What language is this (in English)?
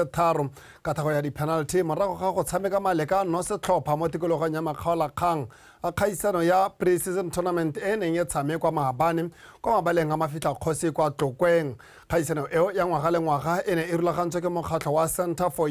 Tswana